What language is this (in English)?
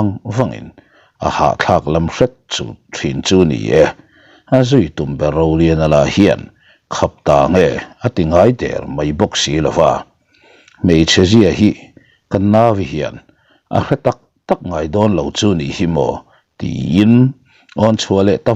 Mizo